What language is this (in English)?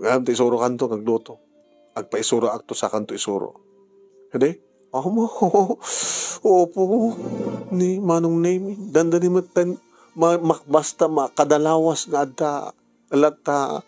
Iloko